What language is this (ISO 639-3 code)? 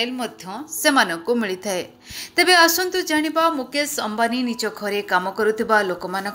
ori